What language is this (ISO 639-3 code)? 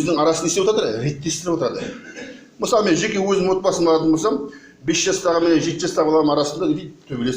kaz